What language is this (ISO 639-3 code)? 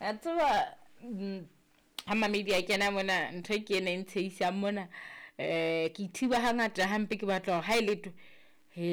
sot